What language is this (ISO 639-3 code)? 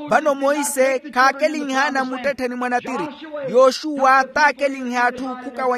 vmw